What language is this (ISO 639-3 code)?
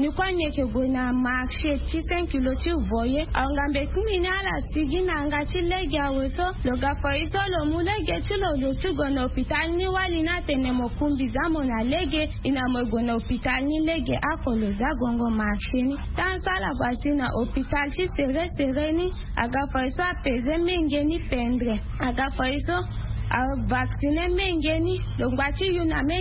sag